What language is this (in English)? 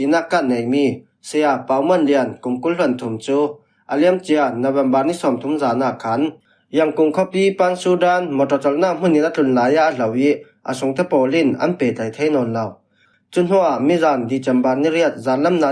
Falam Chin